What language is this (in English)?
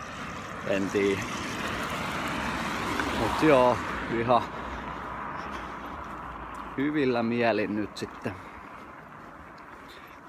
Finnish